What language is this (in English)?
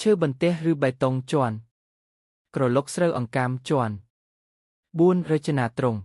Khmer